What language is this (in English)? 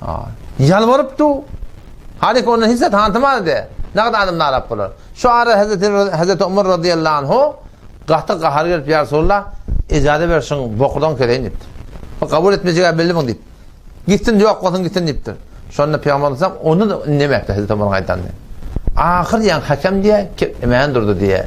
Turkmen